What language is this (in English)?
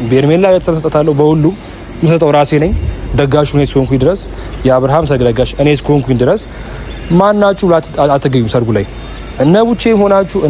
Amharic